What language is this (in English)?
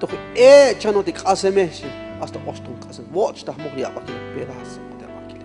Tzotzil